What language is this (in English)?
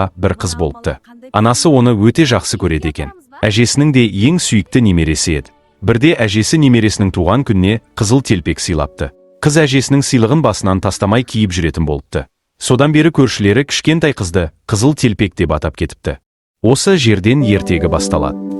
Kazakh